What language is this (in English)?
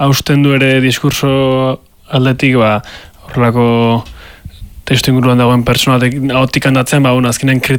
Basque